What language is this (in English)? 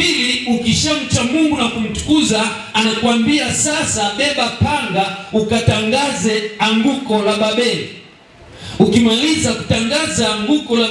Swahili